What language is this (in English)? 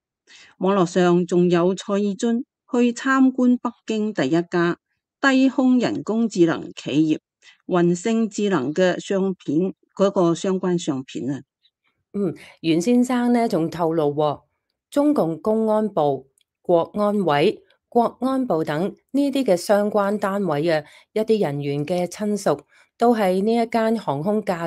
Cantonese